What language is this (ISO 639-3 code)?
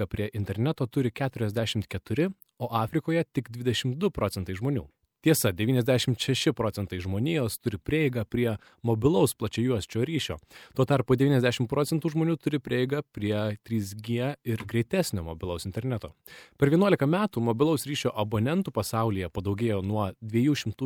lit